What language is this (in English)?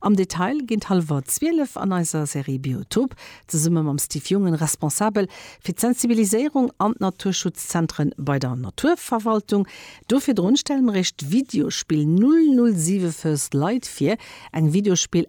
Luxembourgish